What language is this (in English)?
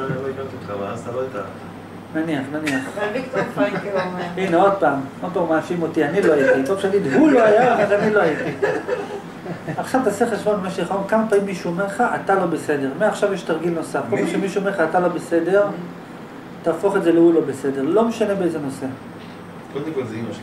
Hebrew